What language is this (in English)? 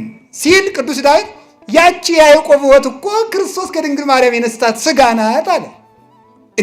Amharic